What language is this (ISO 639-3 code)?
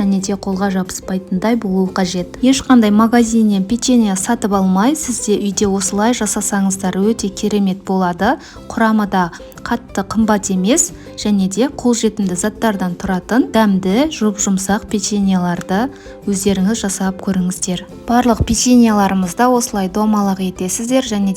kaz